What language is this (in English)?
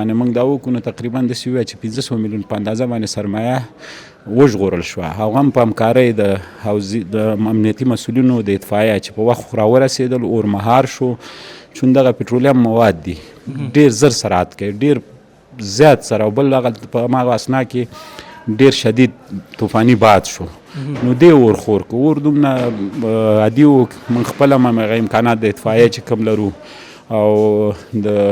Pashto